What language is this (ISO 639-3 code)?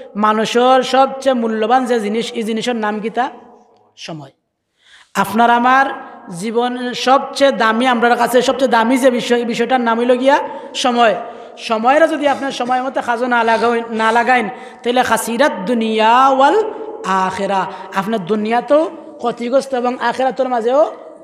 syl